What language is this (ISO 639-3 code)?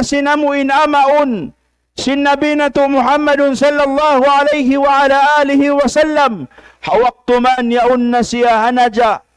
tsg